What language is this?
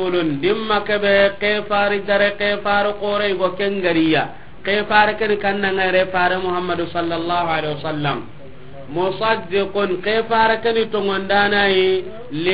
Soninke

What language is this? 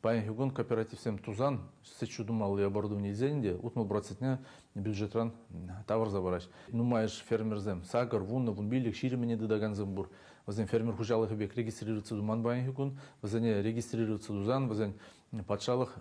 Chuvash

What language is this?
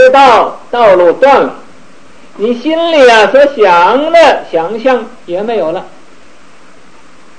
Chinese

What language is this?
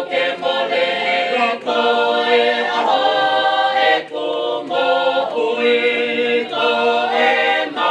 Tongan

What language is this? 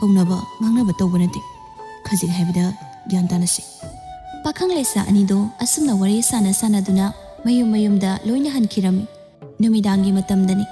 Manipuri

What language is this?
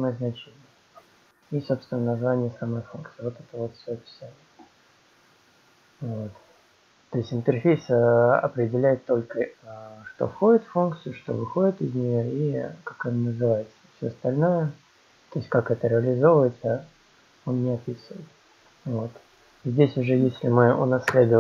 Russian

